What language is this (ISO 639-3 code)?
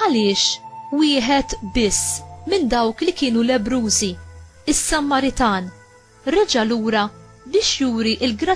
mlt